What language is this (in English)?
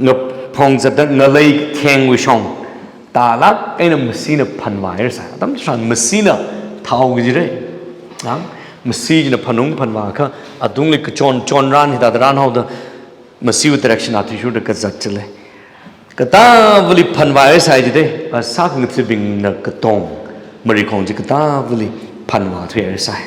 Tangkhul Naga (India)